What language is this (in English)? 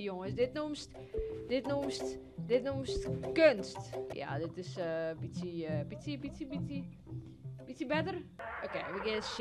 Western Frisian